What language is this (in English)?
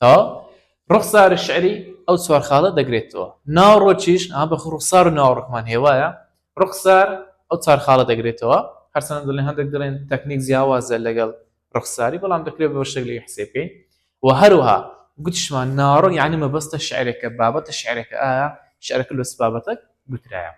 Central Kurdish